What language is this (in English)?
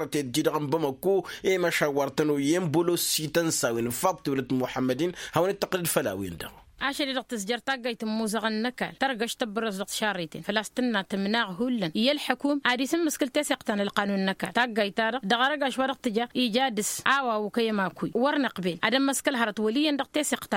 Tamasheq